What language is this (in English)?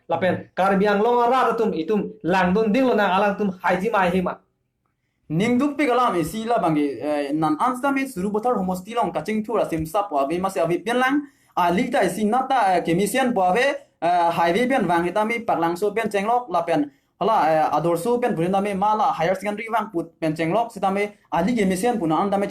Karbi